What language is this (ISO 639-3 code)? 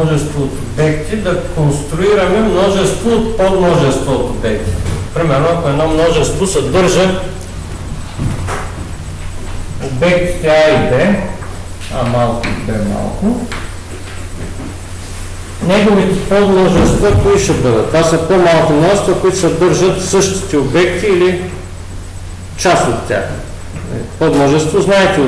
bul